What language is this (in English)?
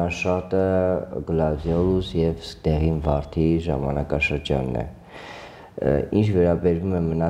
Armenian